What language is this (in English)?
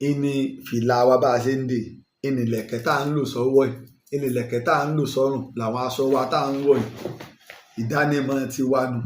Yoruba